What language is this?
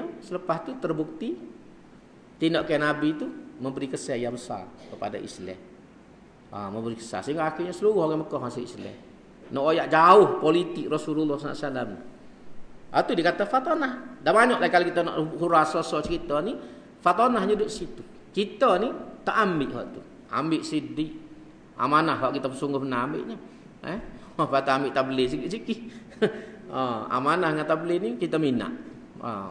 Malay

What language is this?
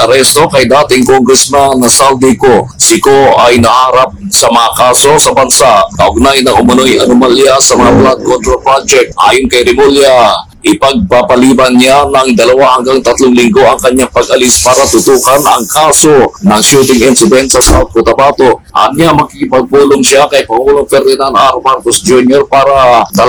Filipino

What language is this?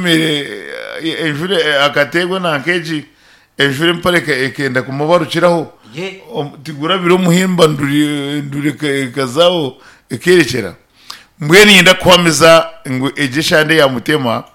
Nyankole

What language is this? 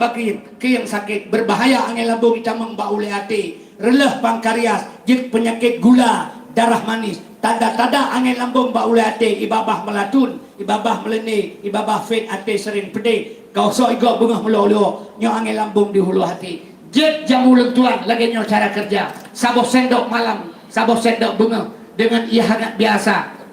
Achinese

